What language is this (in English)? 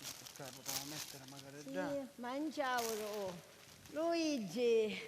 Sicilian